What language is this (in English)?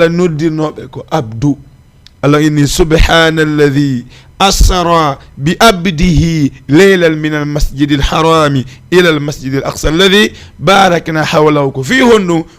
Fula